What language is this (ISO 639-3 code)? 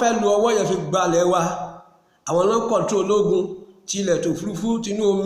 yor